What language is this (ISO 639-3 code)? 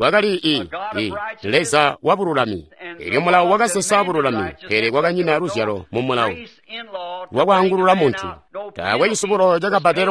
toi